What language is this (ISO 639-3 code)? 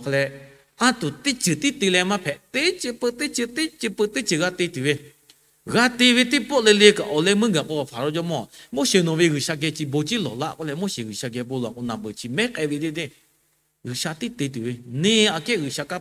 lhu